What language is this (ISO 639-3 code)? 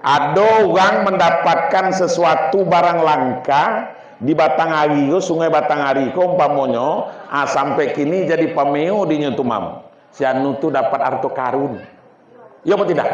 min